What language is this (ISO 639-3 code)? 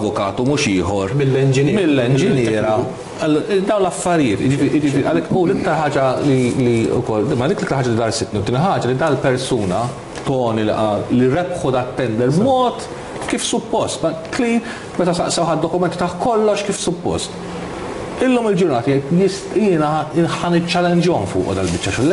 mlt